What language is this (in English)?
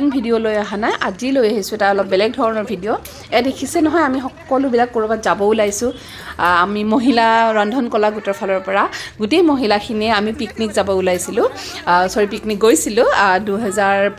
Assamese